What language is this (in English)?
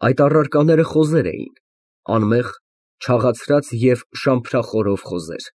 Armenian